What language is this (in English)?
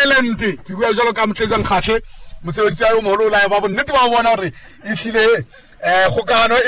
Southern Sotho